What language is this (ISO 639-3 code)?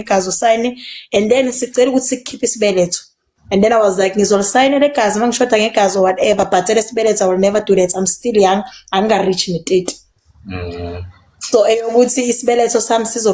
zul